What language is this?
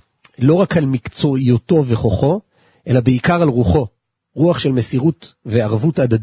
Hebrew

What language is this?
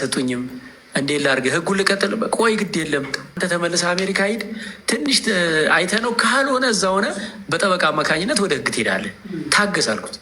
Amharic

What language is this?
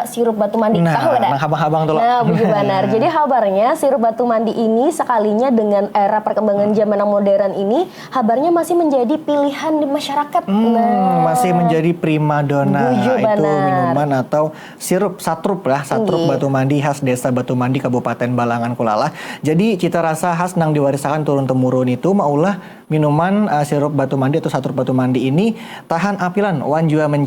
Banjar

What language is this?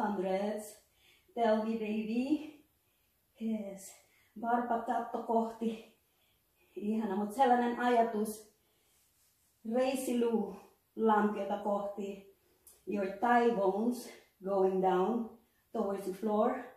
Finnish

